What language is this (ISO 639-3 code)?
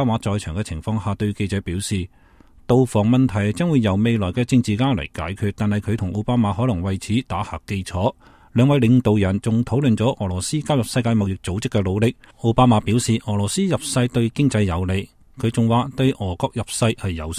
yue